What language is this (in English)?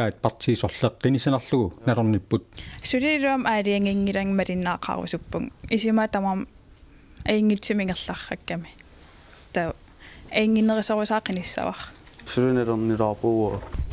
Kalaallisut